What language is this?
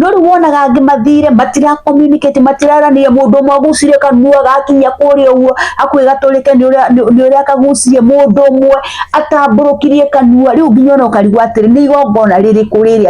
Kikuyu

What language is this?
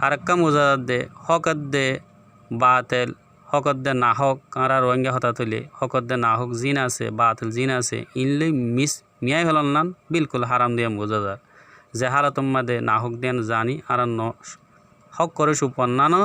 Rohingya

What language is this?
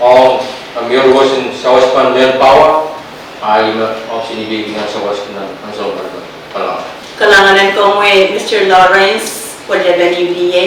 Pohnpeian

